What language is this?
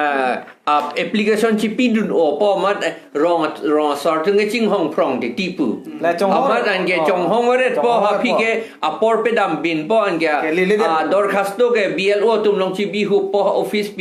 Karbi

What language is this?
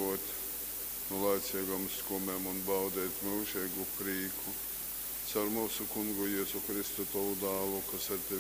Latgalian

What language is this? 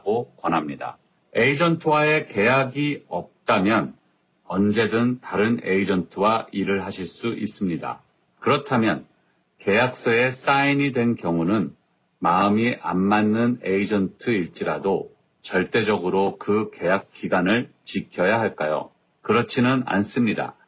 Korean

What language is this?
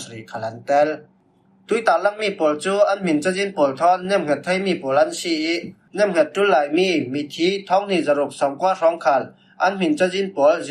Falam Chin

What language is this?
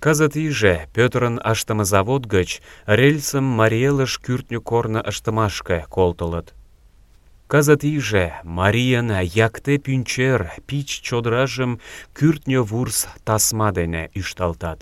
Mari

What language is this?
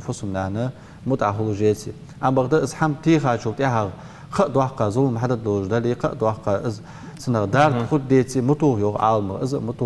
Ingush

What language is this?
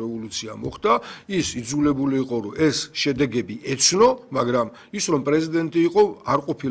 Georgian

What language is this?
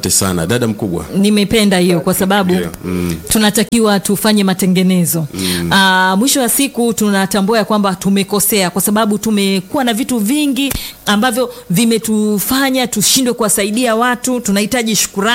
Swahili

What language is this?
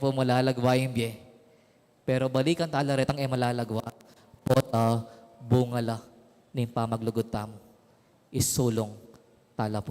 Pampanga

